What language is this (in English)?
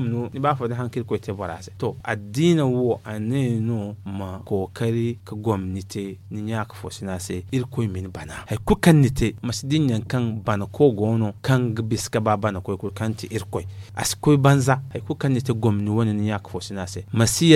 Zarma